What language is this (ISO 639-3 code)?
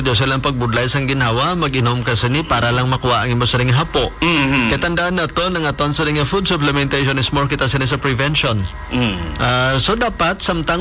hil